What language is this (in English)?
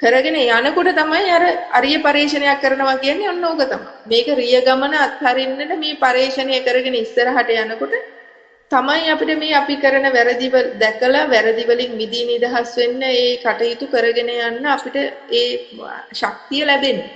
Sinhala